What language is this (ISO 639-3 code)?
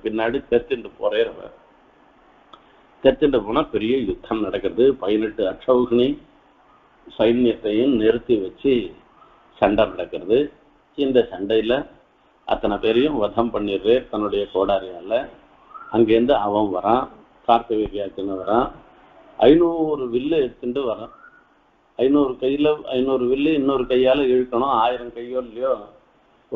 tam